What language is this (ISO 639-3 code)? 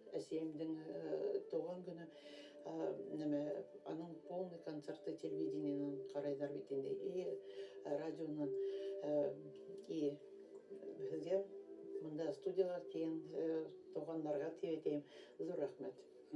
bak